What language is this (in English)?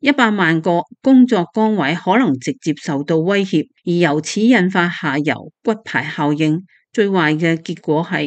Cantonese